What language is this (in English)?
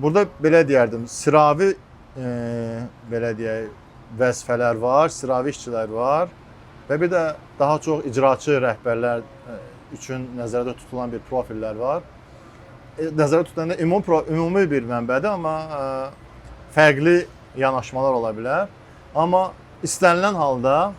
Azerbaijani